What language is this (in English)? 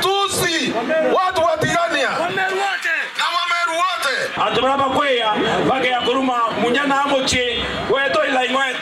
Meru